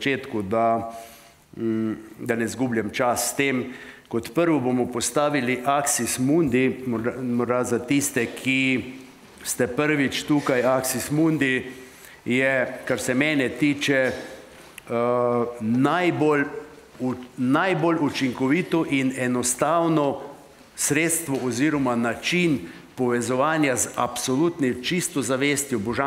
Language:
Slovenian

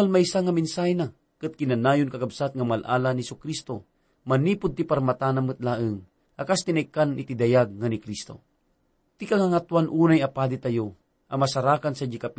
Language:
Iloko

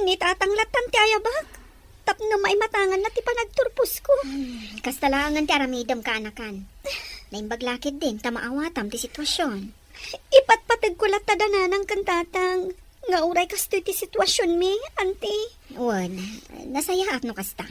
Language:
Iloko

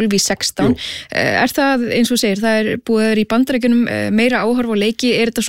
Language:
Icelandic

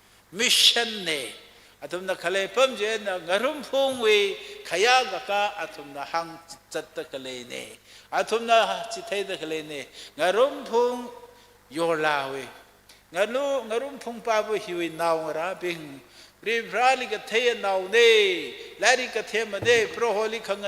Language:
Tangkhul Naga (India)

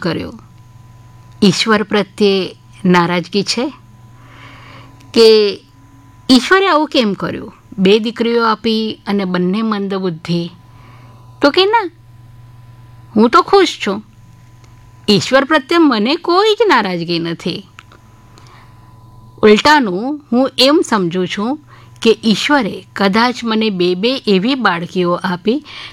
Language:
Gujarati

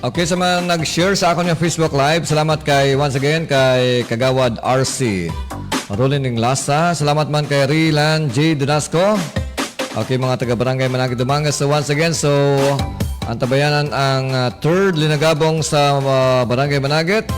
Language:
Hiligaynon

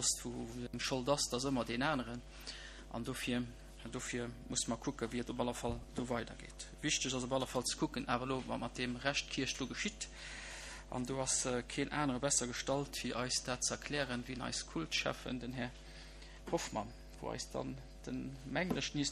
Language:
Luxembourgish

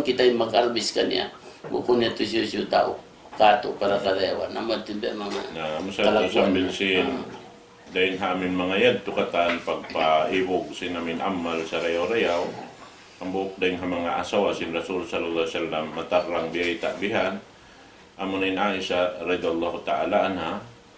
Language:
Tausug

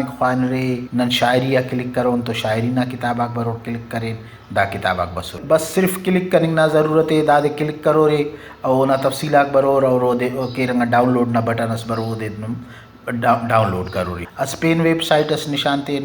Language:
Brahui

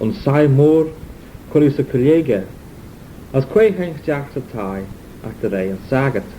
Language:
Manx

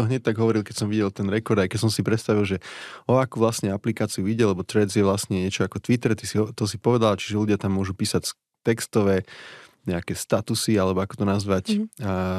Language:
Slovak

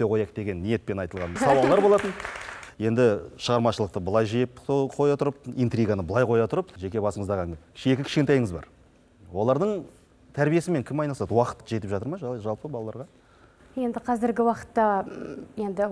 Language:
Kazakh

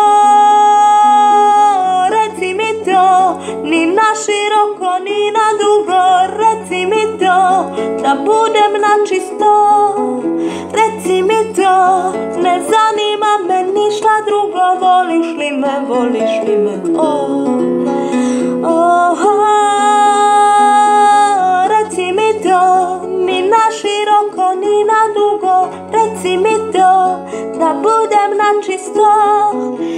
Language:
Croatian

